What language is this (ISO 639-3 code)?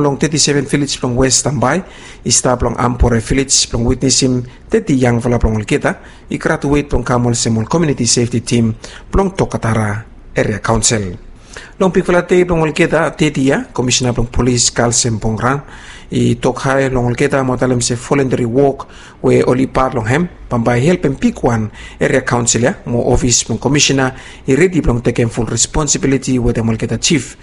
bis